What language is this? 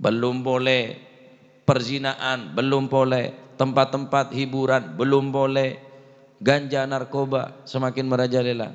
Madurese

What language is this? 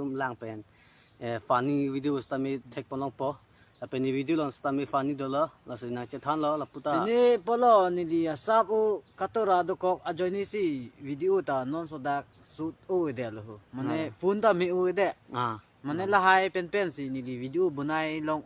Karbi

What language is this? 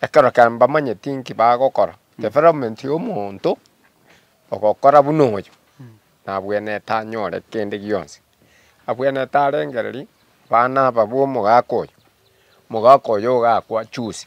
Gusii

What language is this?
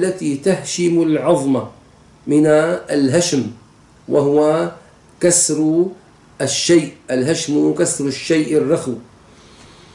Arabic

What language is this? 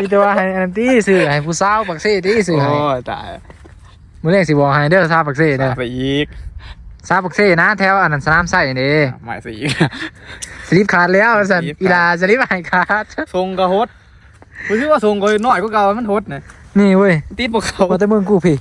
Northeastern Thai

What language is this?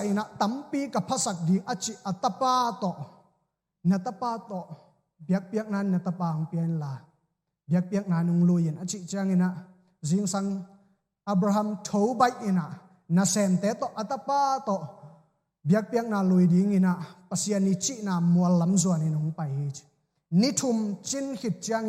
Tedim Chin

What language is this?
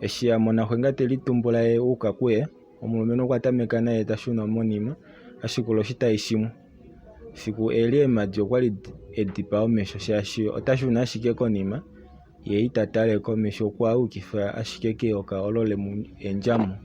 Kuanyama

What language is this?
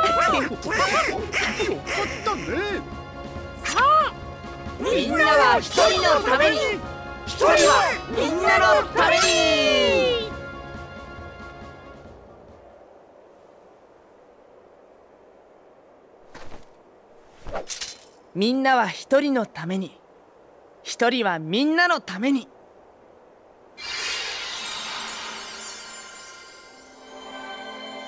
Japanese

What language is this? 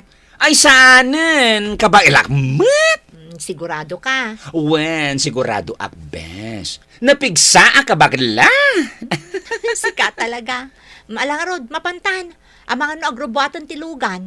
Iloko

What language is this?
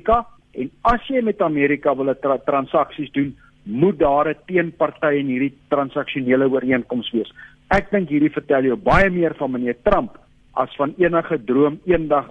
Afrikaans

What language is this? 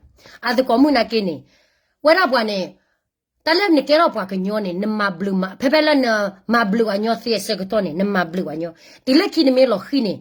S'gaw Karen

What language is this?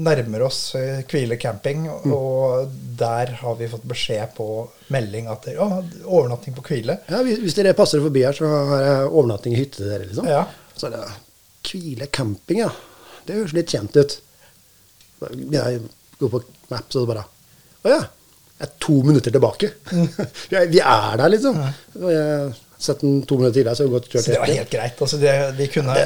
Norwegian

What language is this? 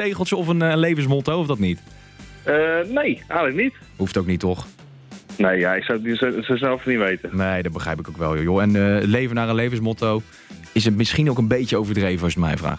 Dutch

